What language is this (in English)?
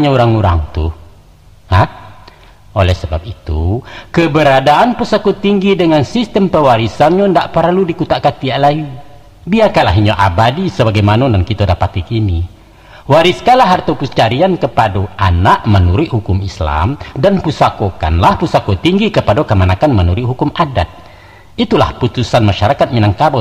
Minangkabau